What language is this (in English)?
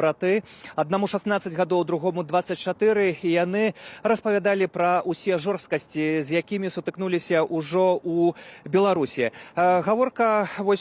Belarusian